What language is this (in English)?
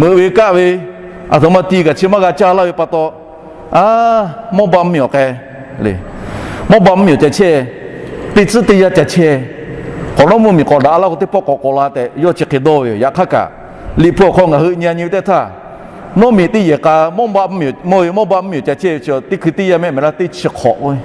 Lahu